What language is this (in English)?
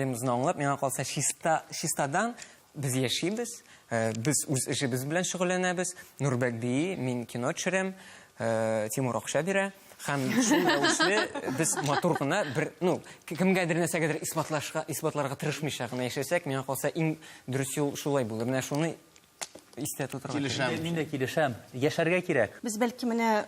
Tatar